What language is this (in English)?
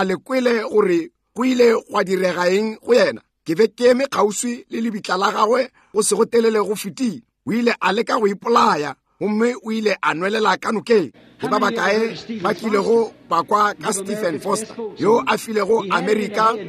Northern Sotho